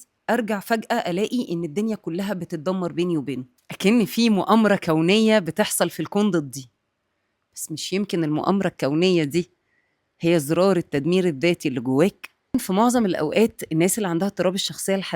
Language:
Egyptian Arabic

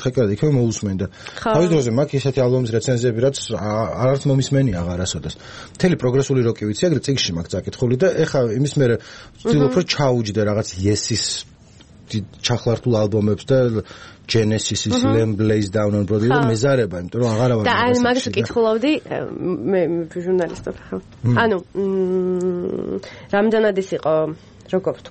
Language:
Georgian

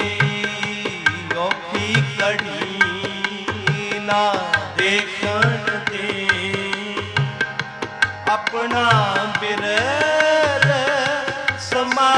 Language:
Punjabi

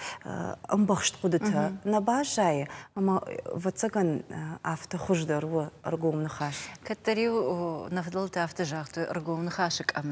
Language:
Ossetic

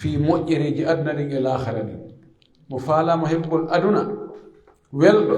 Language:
Pular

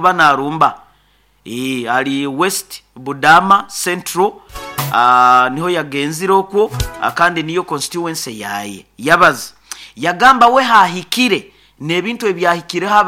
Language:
Nyoro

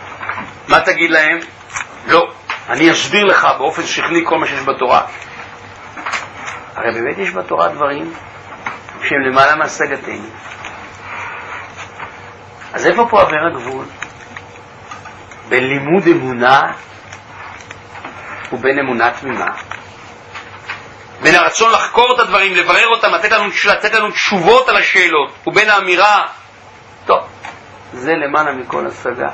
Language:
Hebrew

